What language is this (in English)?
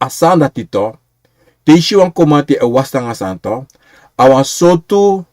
Sranan Tongo